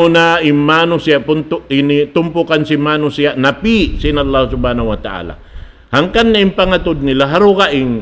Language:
Tausug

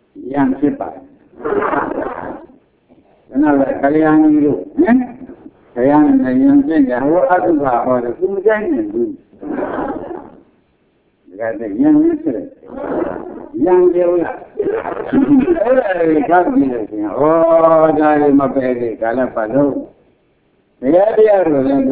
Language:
Burmese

